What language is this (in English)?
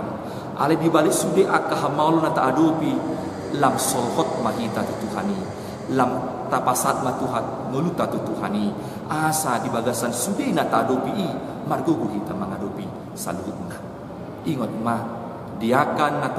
Batak Toba